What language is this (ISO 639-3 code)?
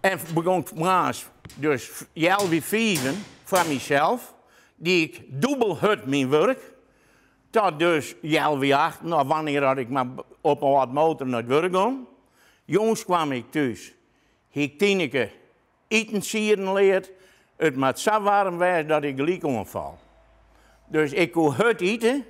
fry